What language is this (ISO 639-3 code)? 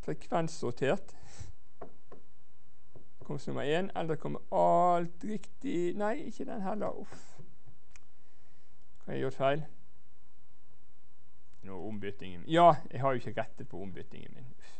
nor